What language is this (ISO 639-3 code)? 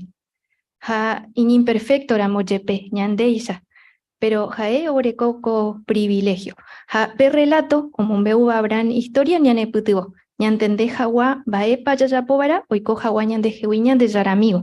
grn